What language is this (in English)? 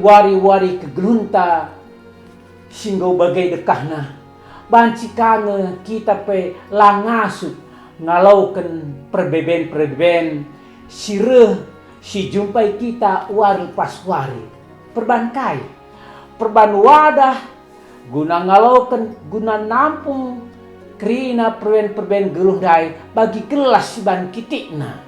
Batak Karo